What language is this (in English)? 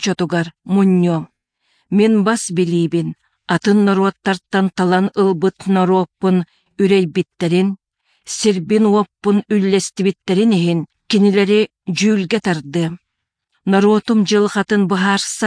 Yakut